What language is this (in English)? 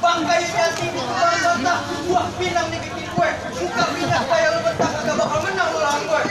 Betawi